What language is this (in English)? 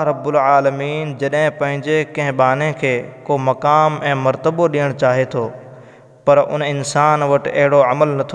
Sindhi